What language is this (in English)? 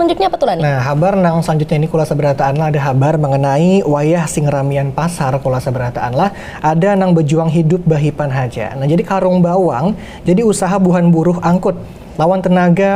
Banjar